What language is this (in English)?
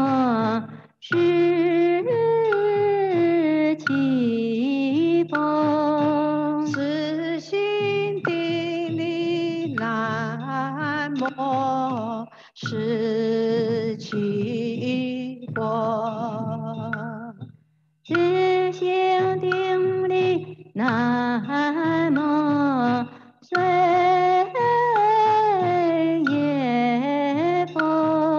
Chinese